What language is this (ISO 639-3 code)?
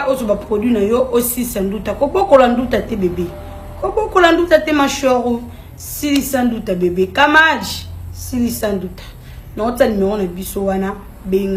lin